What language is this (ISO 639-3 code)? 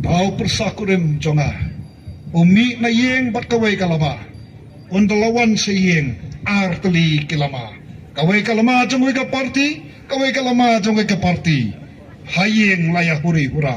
kha